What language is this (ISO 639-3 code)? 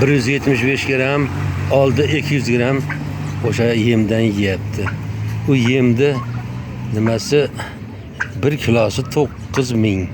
uzb